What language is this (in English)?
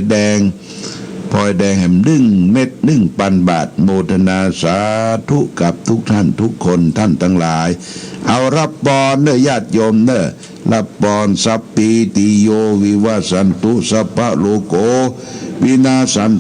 Pali